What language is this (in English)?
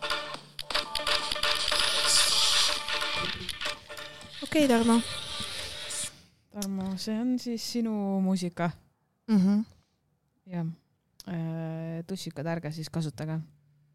Estonian